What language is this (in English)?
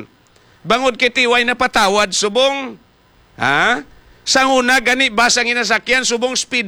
Hiligaynon